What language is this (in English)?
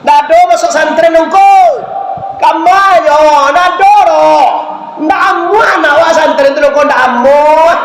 Minangkabau